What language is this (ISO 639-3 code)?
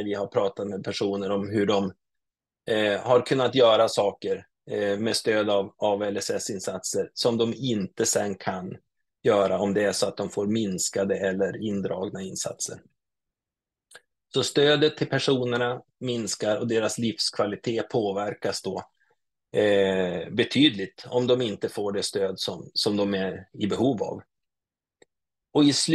swe